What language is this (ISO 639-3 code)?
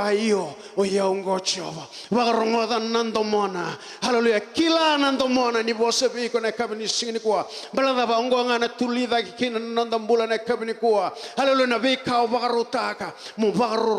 fij